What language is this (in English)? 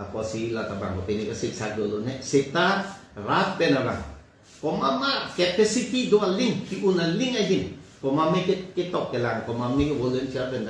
Karbi